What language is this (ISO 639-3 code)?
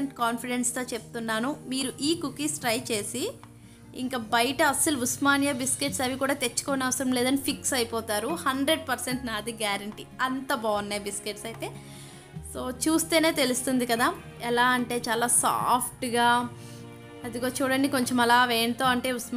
tel